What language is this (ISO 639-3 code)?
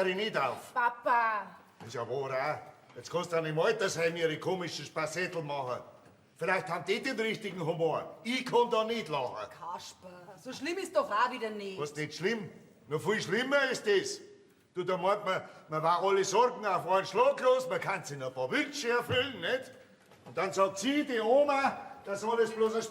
bar